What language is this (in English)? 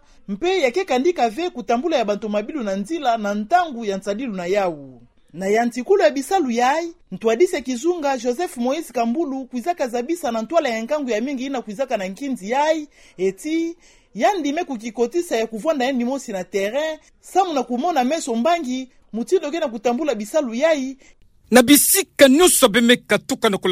Kituba (Democratic Republic of Congo)